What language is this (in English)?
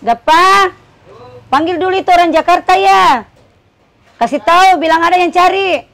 Makassar Malay